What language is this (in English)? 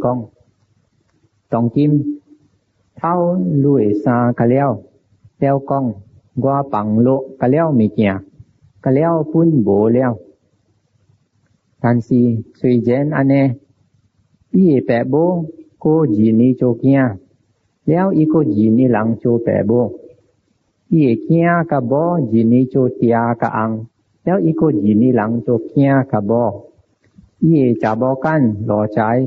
Min Nan Chinese